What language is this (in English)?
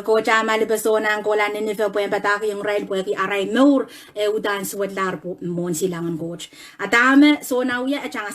Pohnpeian